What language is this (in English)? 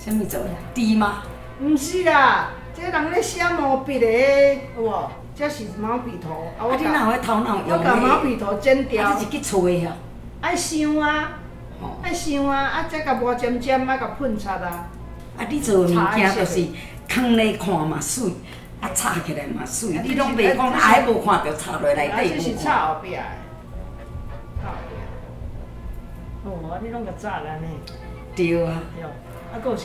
Min Nan Chinese